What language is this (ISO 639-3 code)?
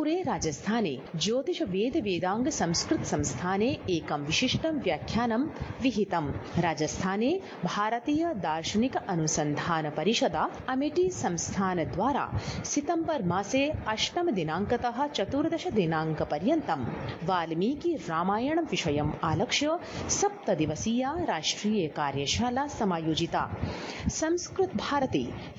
san